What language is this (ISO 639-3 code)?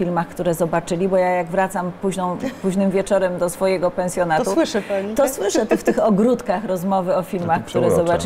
pol